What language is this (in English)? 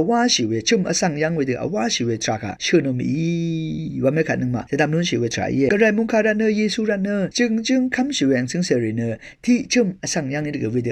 Rawang